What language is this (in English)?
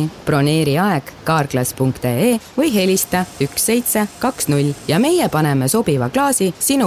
Estonian